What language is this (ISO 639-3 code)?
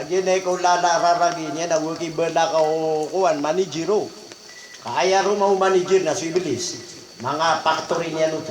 mrw